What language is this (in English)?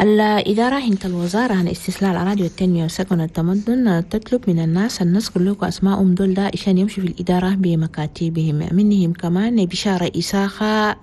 Chadian Arabic